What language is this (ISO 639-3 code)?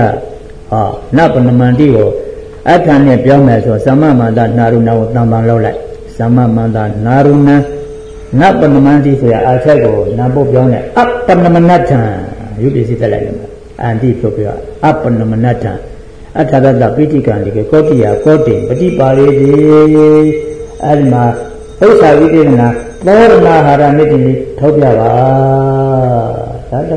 mya